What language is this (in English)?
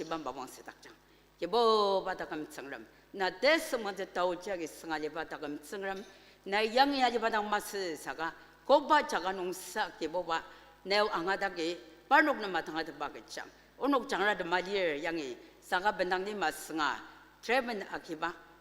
Ao Naga